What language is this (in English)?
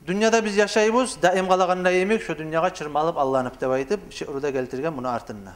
Kumyk